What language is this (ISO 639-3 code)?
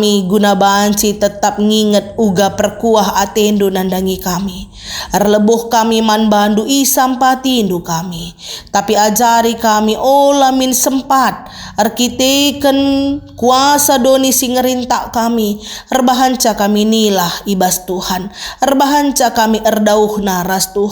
btx